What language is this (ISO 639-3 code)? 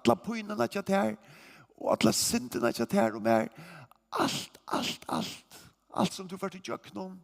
fao